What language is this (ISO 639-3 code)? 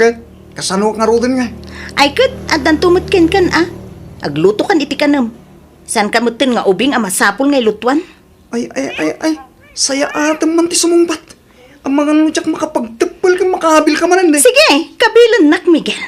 ilo